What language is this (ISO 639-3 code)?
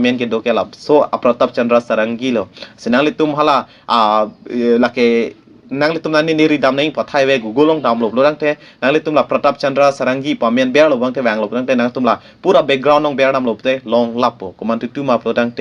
mjw